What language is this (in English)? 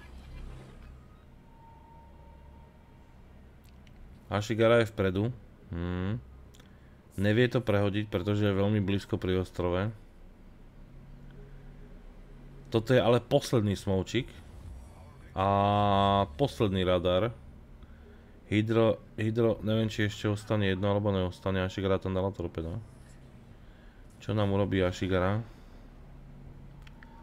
Slovak